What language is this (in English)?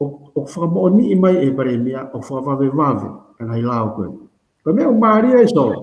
Tongan